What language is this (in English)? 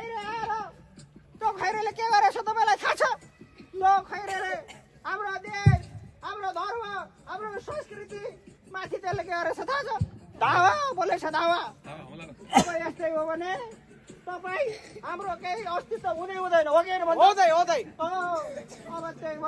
Nepali